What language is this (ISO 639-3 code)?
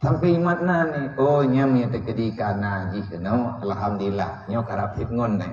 ace